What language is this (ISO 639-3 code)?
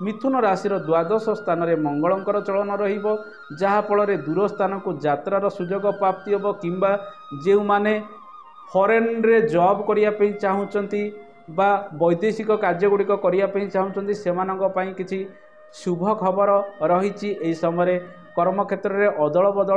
ori